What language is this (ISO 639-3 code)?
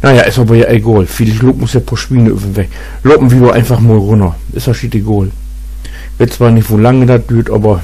nds